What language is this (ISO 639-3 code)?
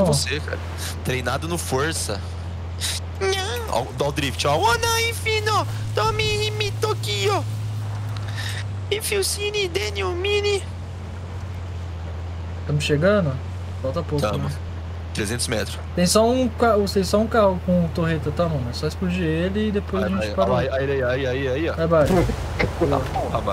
por